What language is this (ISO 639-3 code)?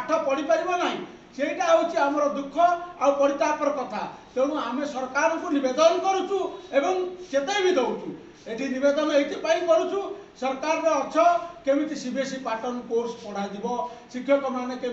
ori